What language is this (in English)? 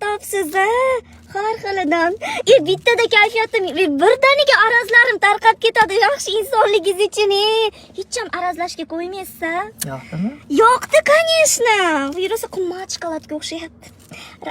Uzbek